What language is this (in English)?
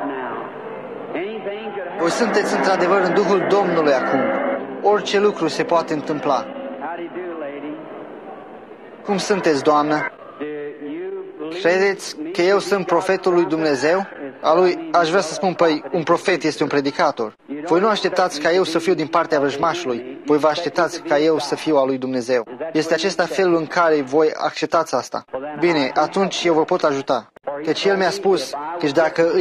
Romanian